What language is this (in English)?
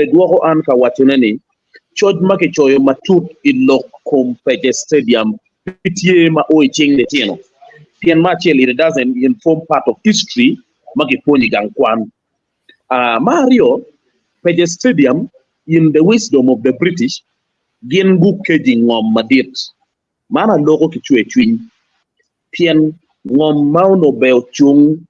Acoli